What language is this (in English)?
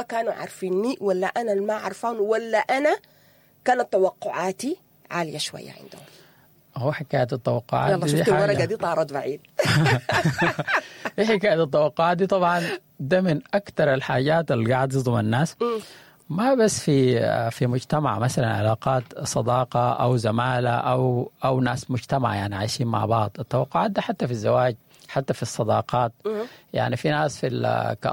Sudanese Arabic